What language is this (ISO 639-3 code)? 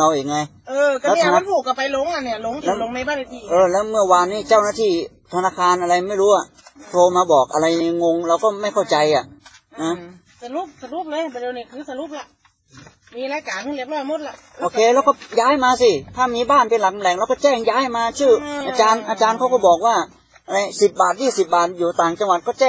tha